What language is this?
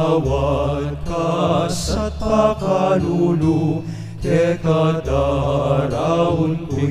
Pampanga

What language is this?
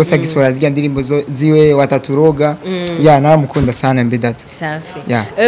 Rundi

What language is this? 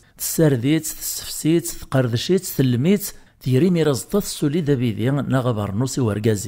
Kabyle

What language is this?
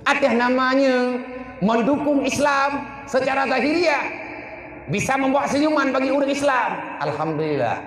Achinese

